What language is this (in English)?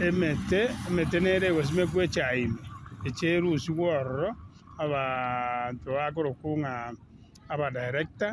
Gusii